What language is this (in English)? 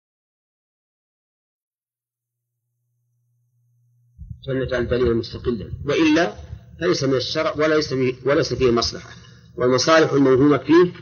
Arabic